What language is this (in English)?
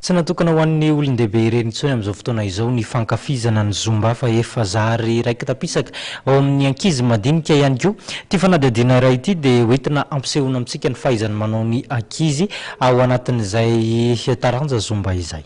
Malagasy